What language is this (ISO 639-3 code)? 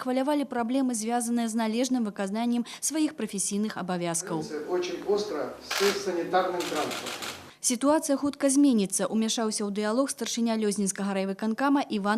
bel